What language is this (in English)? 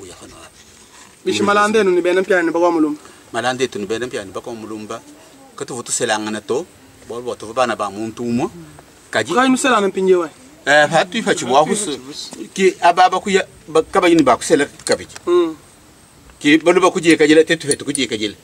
Luba-Lulua